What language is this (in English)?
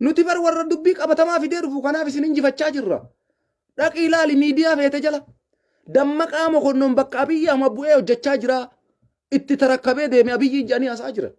Oromo